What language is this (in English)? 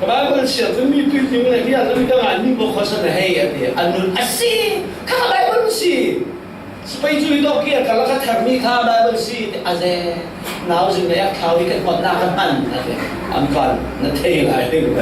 Falam Chin